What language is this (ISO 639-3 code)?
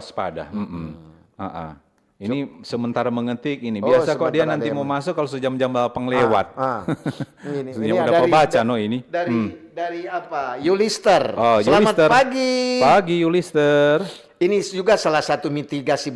xmm